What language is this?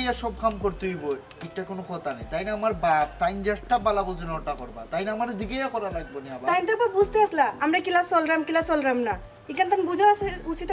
Sylheti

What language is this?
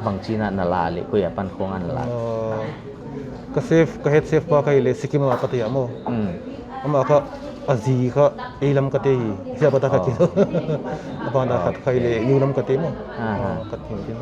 Paite Chin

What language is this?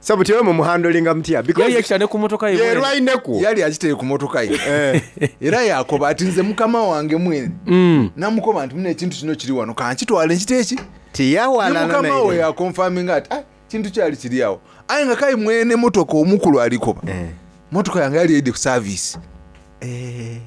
Soga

